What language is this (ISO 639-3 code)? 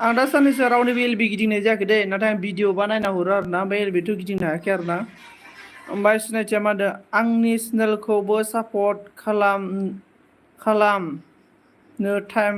brx